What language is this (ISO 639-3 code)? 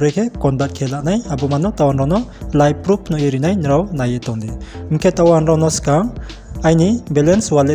ria